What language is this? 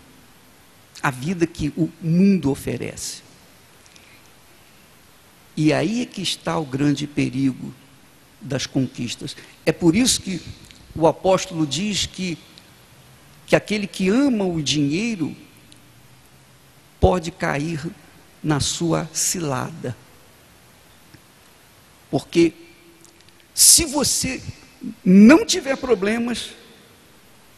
Portuguese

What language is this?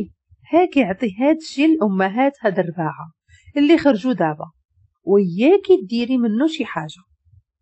Moroccan Arabic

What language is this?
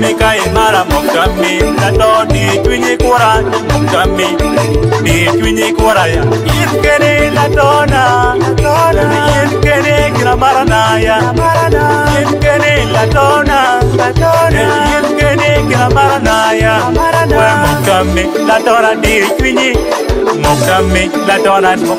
Acoli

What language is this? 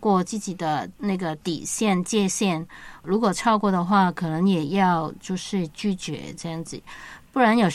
Chinese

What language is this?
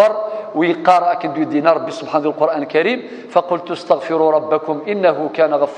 Kabyle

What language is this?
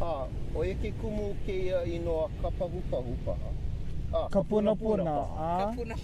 Hawaiian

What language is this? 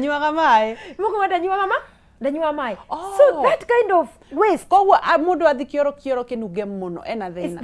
Kikuyu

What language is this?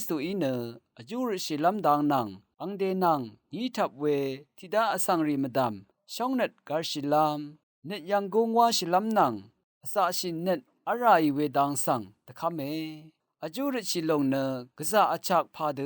Rawang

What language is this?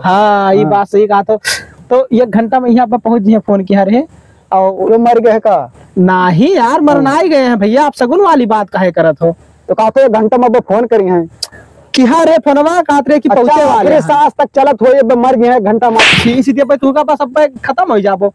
Awadhi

